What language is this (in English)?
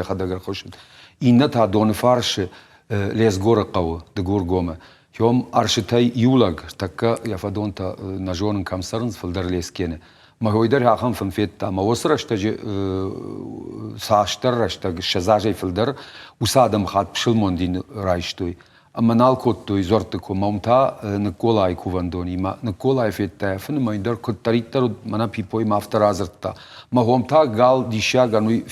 Ossetic